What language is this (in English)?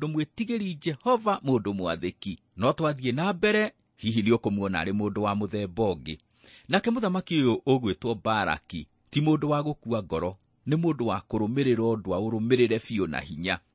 Kikuyu